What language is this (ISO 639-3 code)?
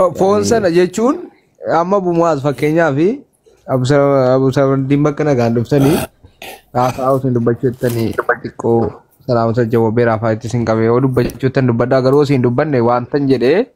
orm